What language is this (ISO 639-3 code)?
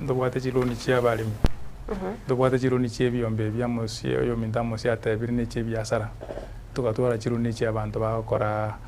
guz